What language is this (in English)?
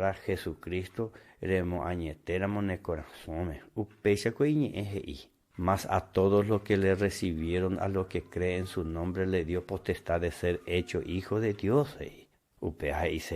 Guarani